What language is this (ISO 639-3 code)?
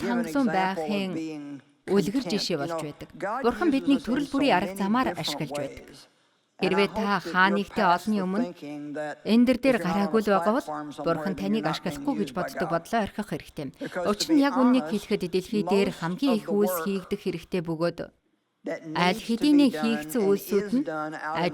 mon